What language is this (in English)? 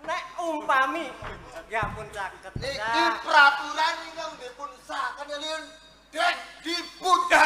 Javanese